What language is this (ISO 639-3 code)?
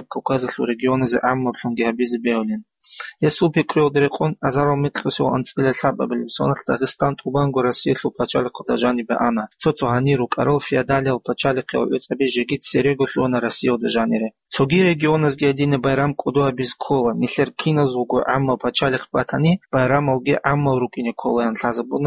ava